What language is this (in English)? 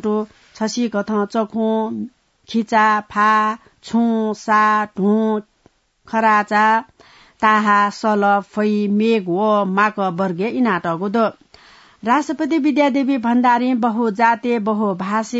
Newari